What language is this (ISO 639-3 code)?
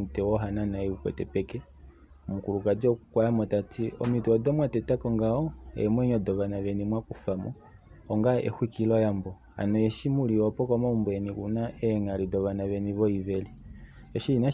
kua